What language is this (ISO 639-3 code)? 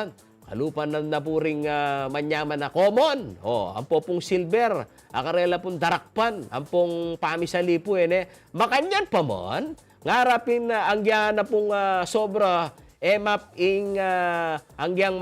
pam